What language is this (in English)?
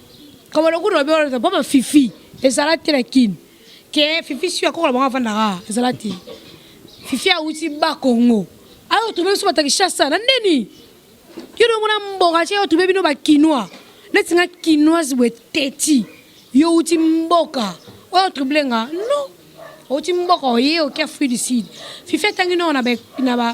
Lingala